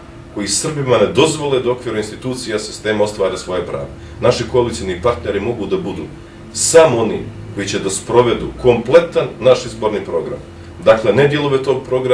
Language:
Bosnian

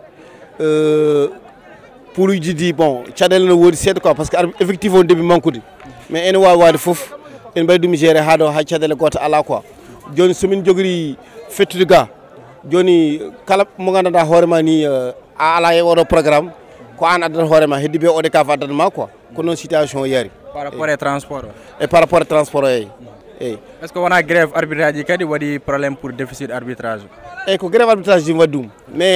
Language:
Fula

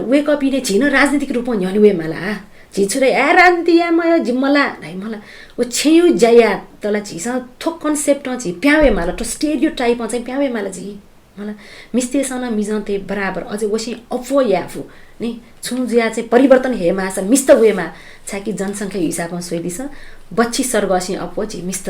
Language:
Newari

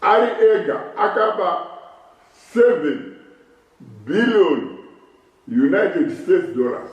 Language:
Shona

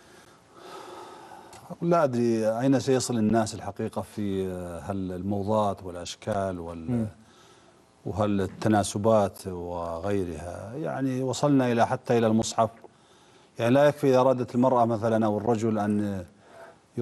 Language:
Arabic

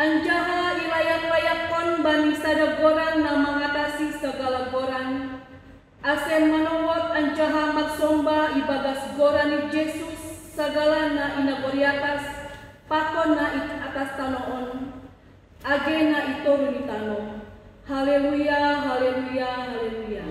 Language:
Batak Simalungun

